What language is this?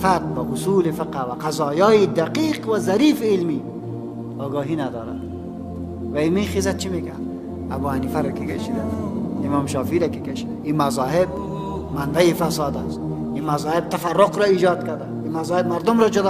Persian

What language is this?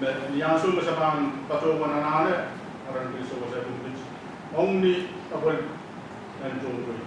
Pohnpeian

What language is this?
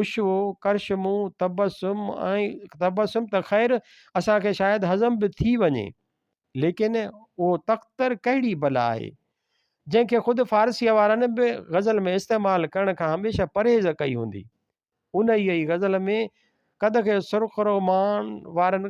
Sindhi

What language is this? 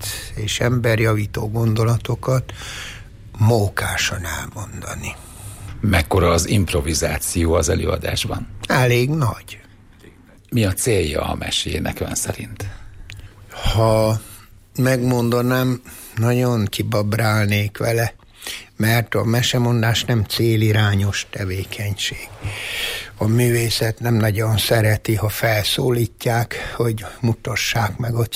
Hungarian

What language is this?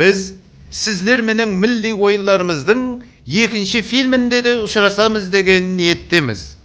Kara-Kalpak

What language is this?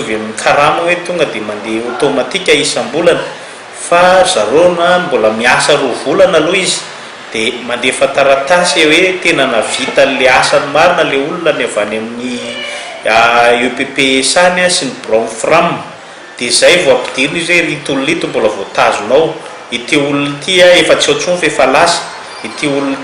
Malagasy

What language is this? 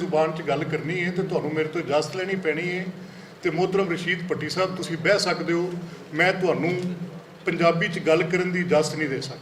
Western Panjabi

